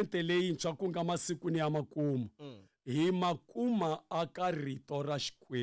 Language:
Tsonga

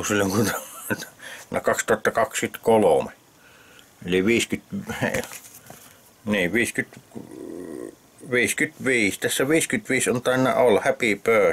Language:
Finnish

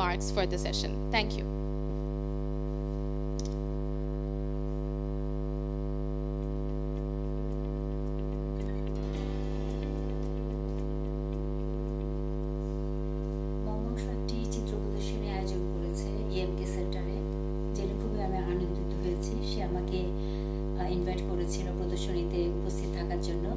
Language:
Bangla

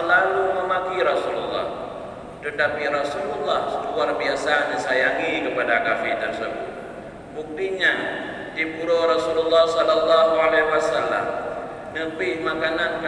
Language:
Achinese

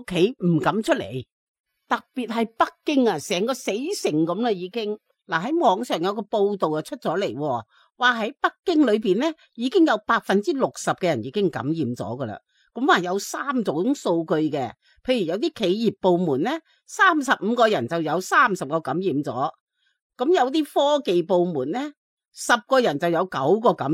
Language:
Cantonese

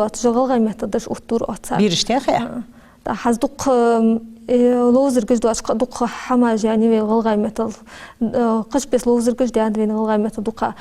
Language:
Ingush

